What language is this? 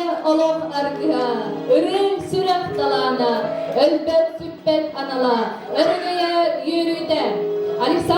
Yakut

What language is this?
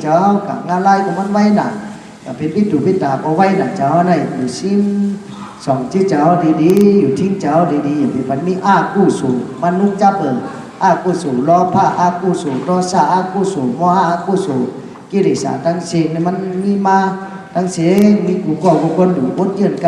Shan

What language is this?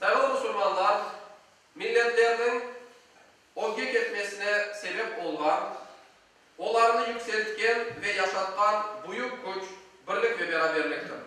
Crimean Tatar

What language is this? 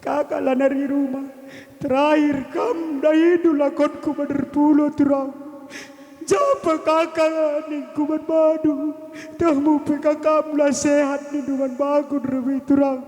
Batak Karo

